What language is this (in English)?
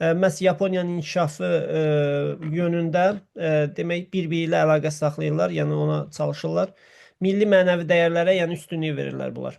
Azerbaijani